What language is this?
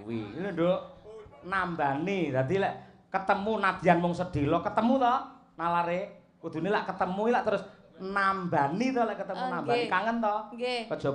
Javanese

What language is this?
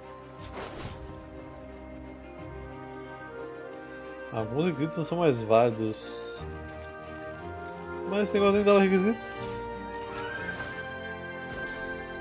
Portuguese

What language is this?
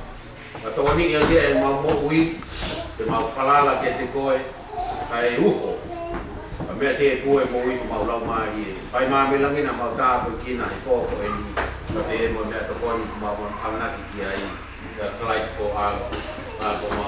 Tongan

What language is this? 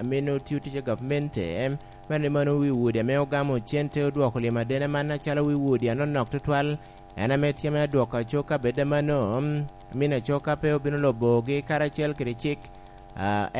Lango (Uganda)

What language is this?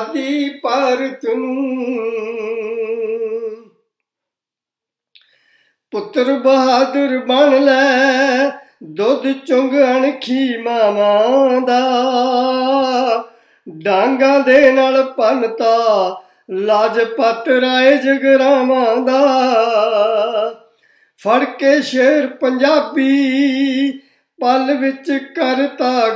Punjabi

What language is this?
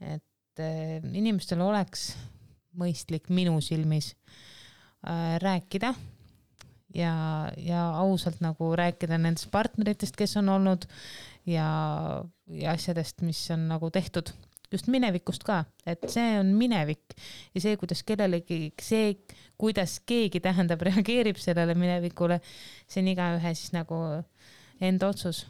Estonian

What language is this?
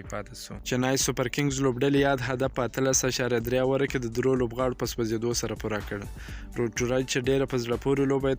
Pashto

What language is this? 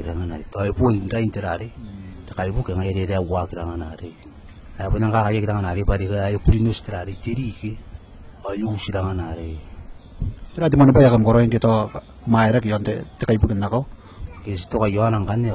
Gilbertese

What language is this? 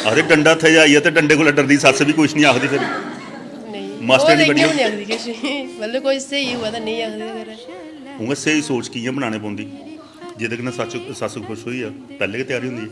Dogri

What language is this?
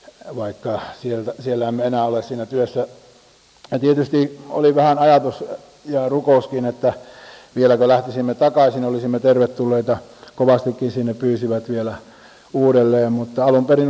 Finnish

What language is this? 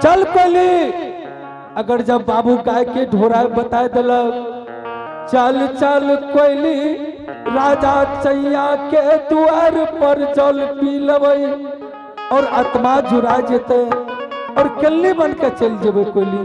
Angika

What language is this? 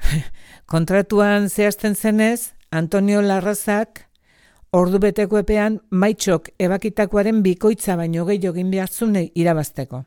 Basque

